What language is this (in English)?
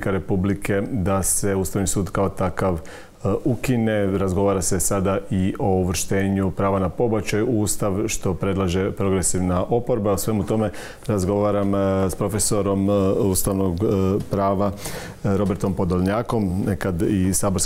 Croatian